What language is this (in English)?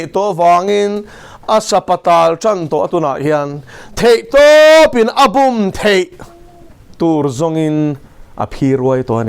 Mizo